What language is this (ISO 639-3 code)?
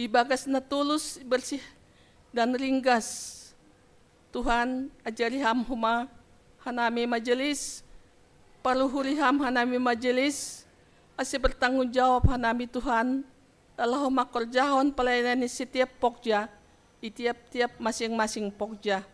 bts